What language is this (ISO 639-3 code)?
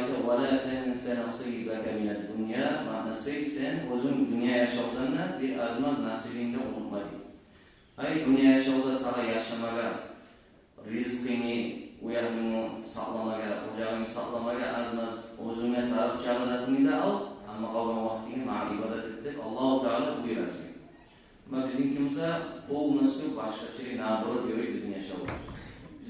kum